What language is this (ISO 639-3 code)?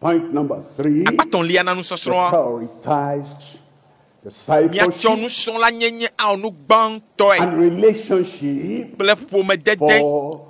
ewe